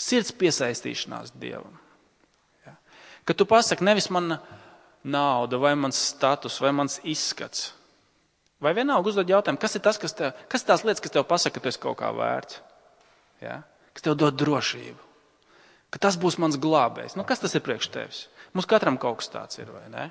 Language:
Latvian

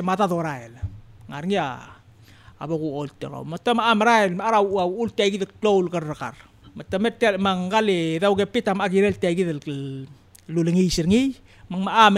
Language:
Palauan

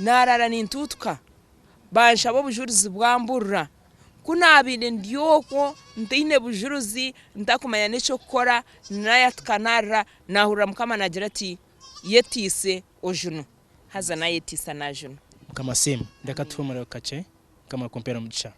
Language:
Nyankole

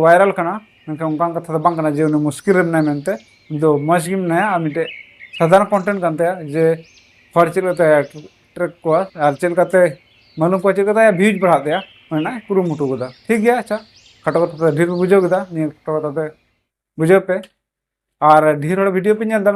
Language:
Santali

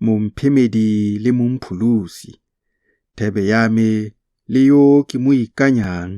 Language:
Tswana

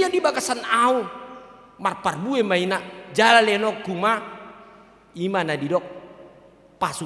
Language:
Batak Toba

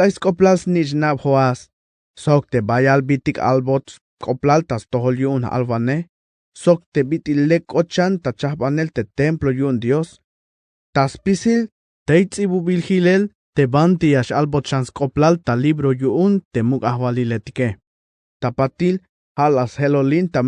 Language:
Tzeltal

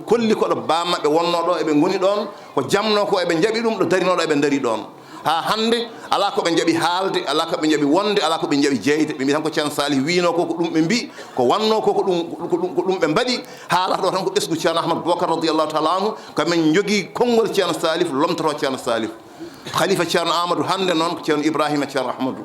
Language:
Fula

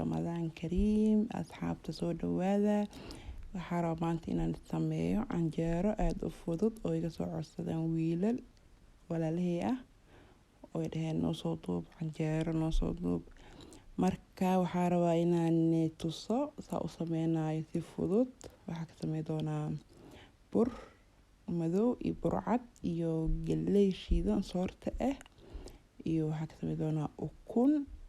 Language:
Somali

